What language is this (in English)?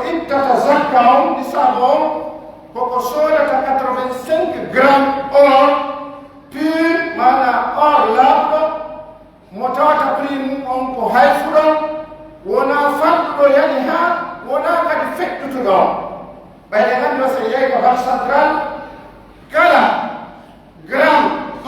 Pular